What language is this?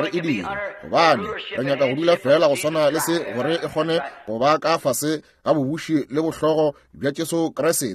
Northern Sotho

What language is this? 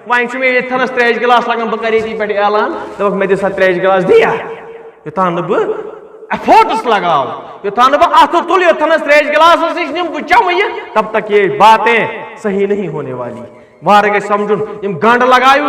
Kashmiri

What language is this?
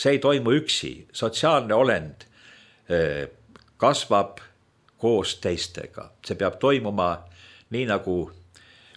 Estonian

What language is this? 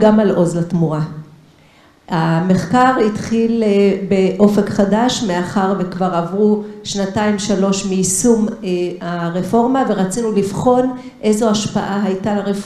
Hebrew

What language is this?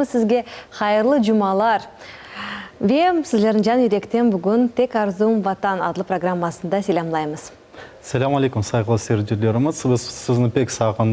Crimean Tatar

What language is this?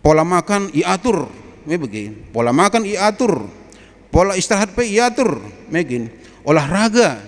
Batak Karo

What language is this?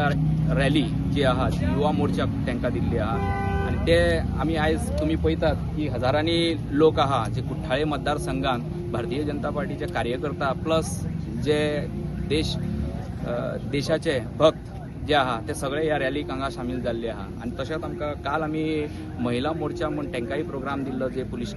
Konkani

